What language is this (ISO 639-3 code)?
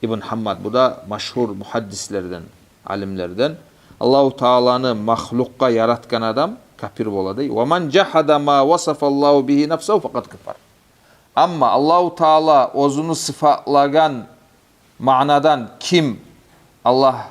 kum